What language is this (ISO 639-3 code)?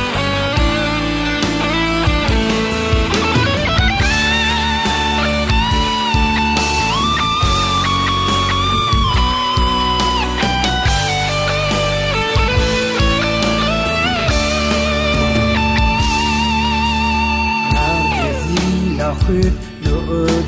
ahk